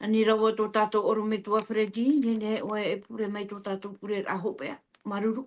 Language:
Tahitian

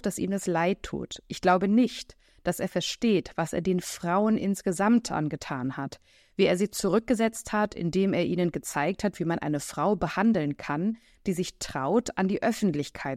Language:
German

